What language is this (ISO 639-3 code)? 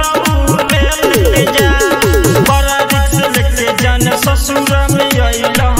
bho